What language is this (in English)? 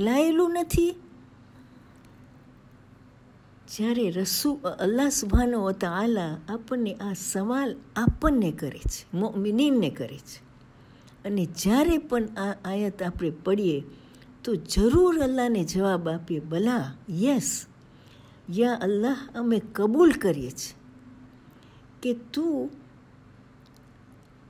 Gujarati